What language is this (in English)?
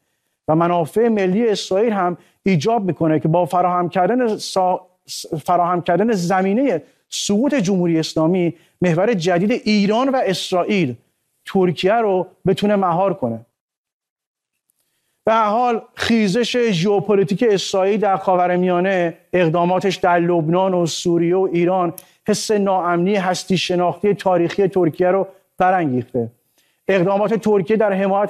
Persian